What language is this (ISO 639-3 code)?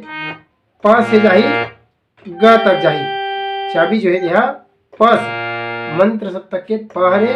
hne